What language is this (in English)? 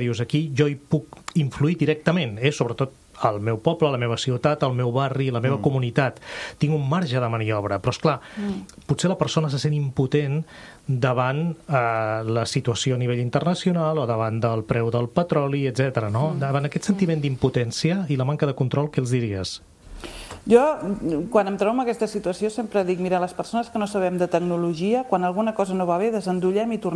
Catalan